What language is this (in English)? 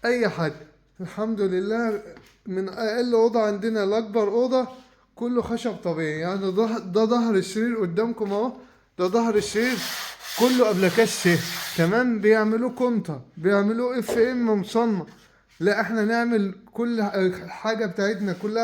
Egyptian Arabic